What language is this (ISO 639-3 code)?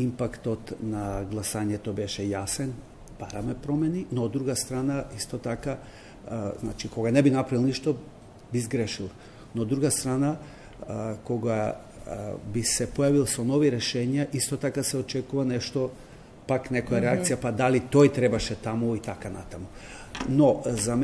mkd